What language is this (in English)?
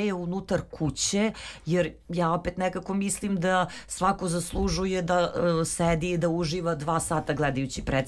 Serbian